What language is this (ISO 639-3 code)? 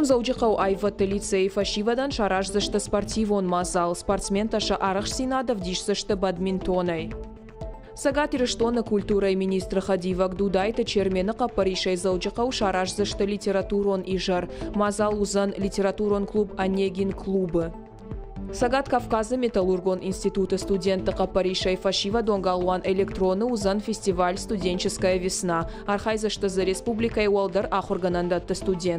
oss